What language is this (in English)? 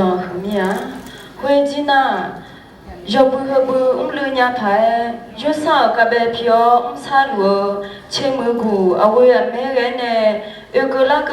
Akha